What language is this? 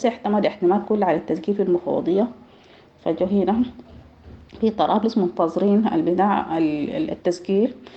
Sudanese Arabic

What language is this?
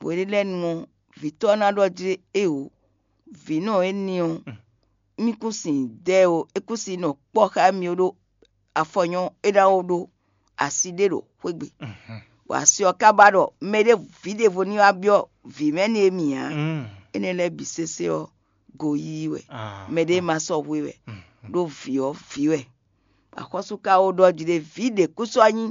Fon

